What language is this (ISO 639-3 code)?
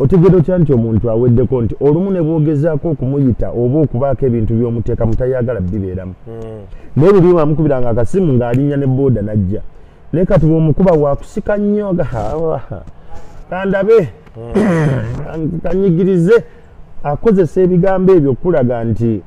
lug